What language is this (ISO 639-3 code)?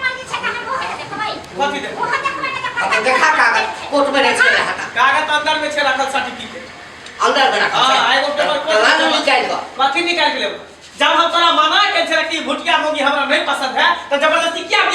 mai